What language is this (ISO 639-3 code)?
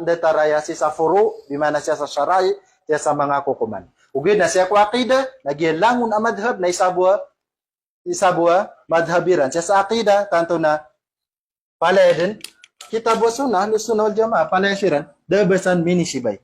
mrw